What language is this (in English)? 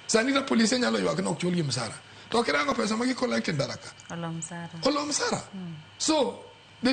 Luo (Kenya and Tanzania)